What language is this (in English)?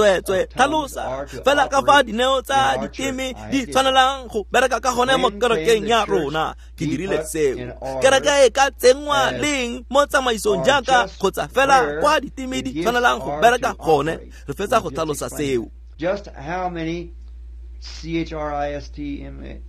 Tswana